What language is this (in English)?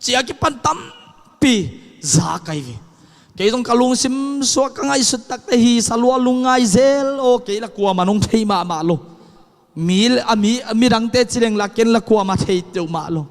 Tedim Chin